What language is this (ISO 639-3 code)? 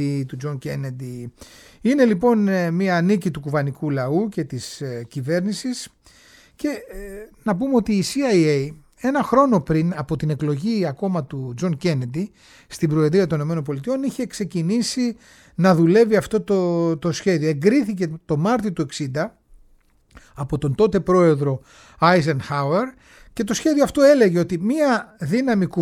ell